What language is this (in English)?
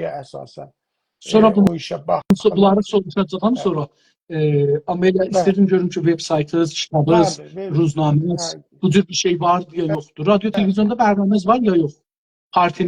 South Azerbaijani